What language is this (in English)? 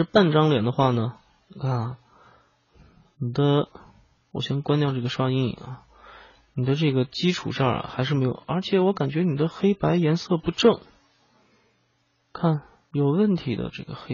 Chinese